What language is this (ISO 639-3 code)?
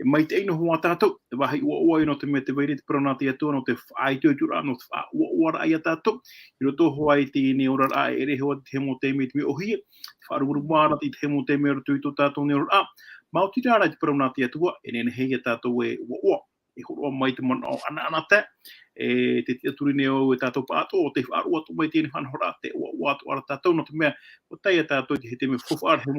tah